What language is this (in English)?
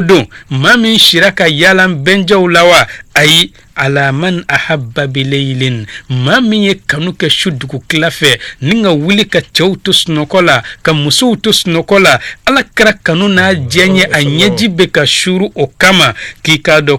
Bambara